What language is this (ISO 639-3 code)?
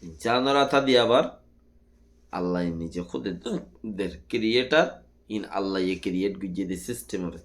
rhg